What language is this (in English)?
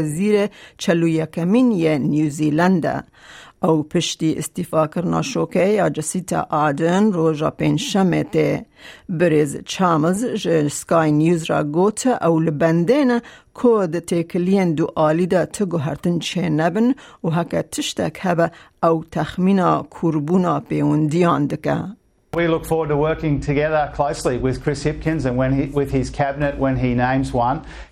Kurdish